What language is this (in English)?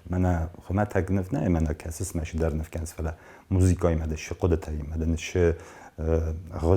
Ossetic